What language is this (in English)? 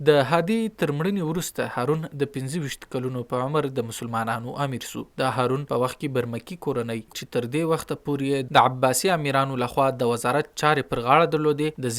Pashto